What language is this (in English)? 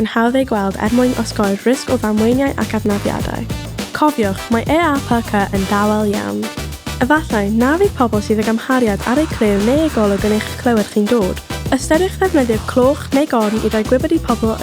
Welsh